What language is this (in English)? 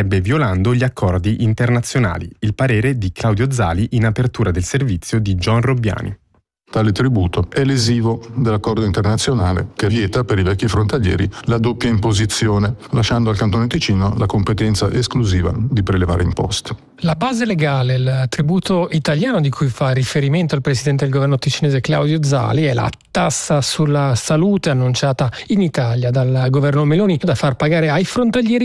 Italian